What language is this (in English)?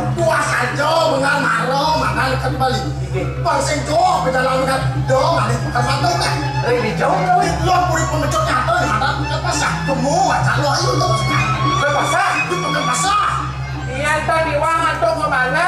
Balinese